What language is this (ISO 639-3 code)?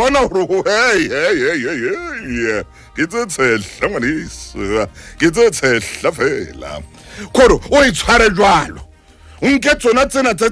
sot